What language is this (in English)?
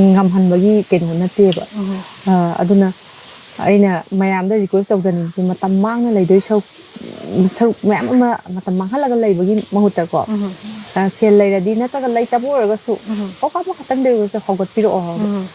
Manipuri